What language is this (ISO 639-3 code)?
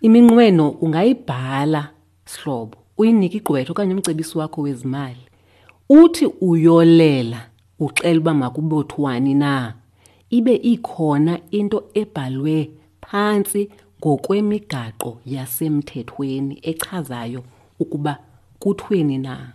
xho